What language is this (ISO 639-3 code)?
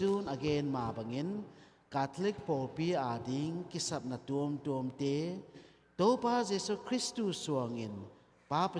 ctd